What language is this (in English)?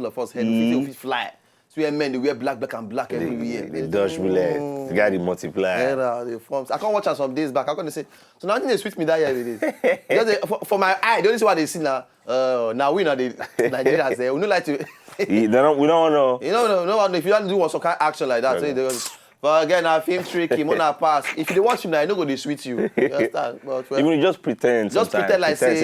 Nigerian Pidgin